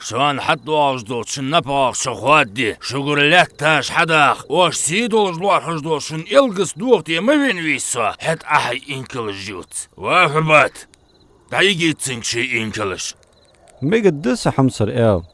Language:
Ingush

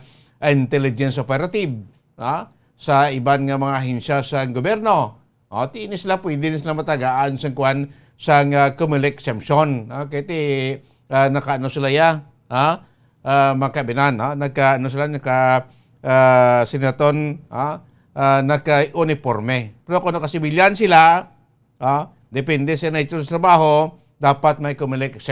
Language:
Hiligaynon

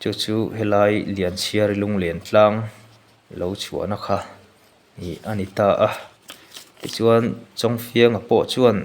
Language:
Mizo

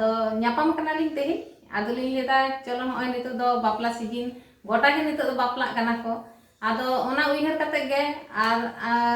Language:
Santali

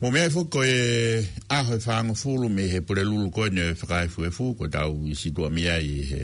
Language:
Tongan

